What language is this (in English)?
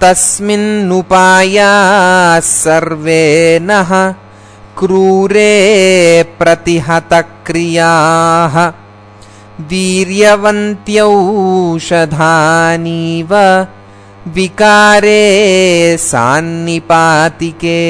Sanskrit